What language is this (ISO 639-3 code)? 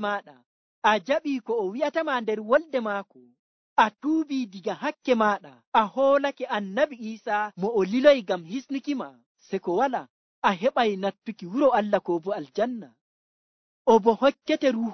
fuv